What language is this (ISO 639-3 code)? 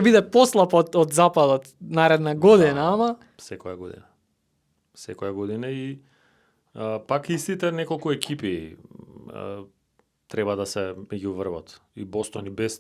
mkd